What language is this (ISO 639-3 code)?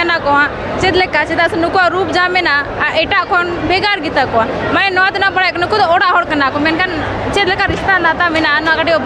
sat